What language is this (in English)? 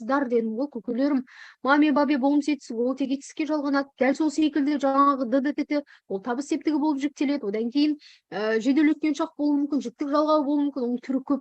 Kazakh